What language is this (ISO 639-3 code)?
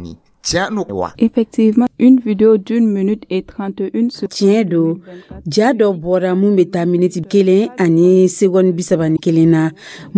dyu